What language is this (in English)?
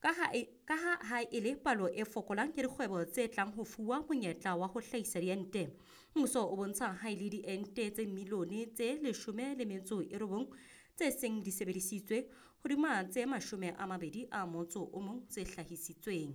Southern Sotho